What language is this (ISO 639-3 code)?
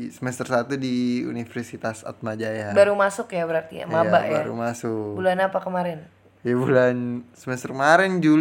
ind